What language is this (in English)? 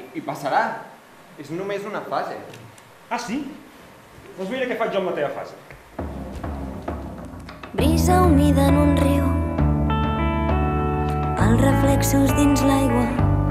Catalan